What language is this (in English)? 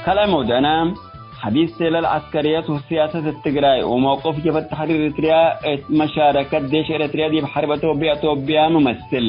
Tigre